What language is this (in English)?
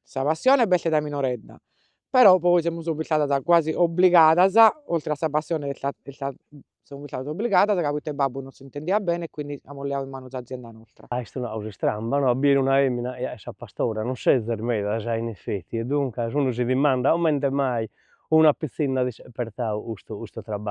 Sardinian